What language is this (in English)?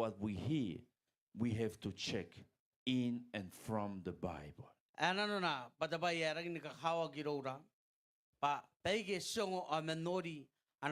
Gilbertese